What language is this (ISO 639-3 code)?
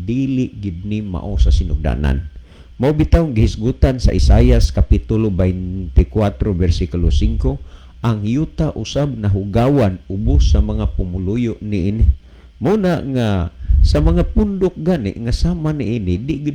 ceb